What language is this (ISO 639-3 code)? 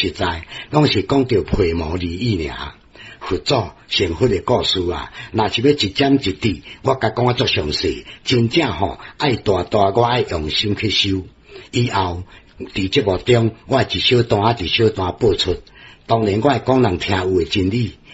nan